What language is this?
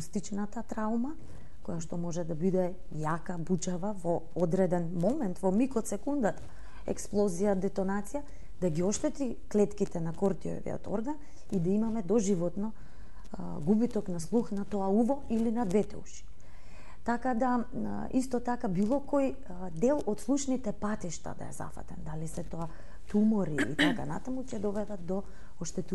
Macedonian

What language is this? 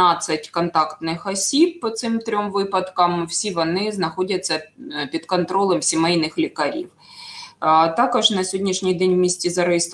Ukrainian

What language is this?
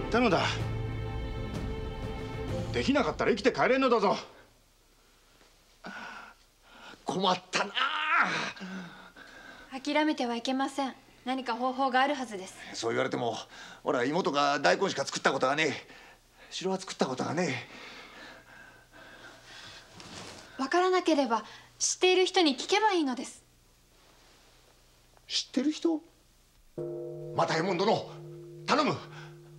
Japanese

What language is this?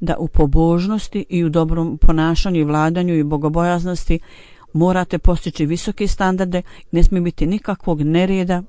Bosnian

